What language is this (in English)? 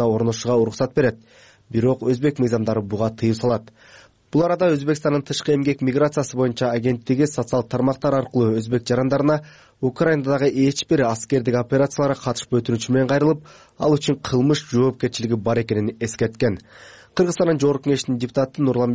Kyrgyz